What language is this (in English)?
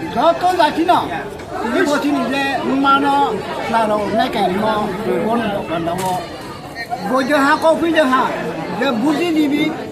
Riang (India)